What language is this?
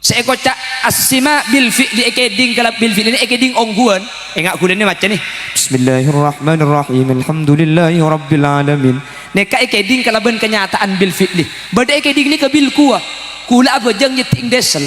Madurese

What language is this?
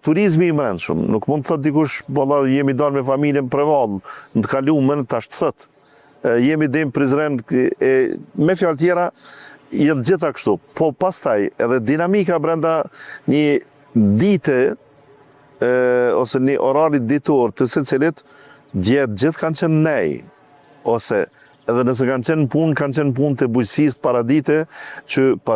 Albanian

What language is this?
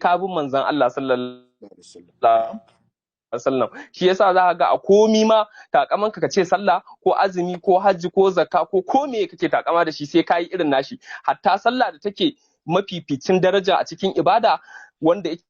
Hausa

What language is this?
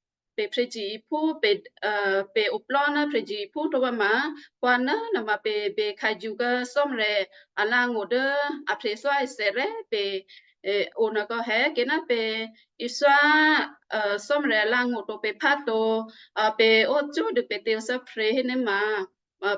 Western Kayah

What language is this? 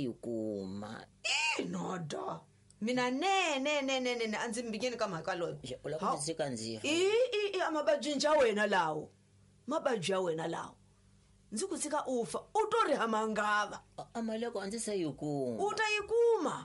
Tsonga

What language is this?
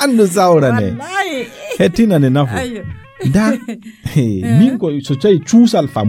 Fula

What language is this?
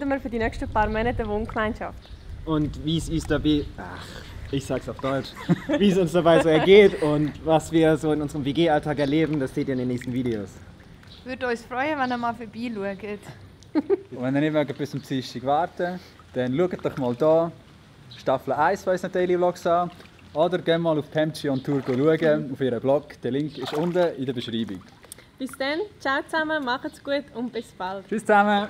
Swiss German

